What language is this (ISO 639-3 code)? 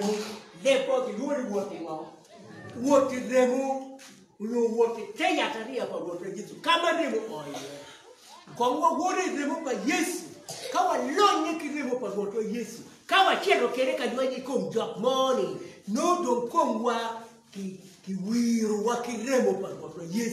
ach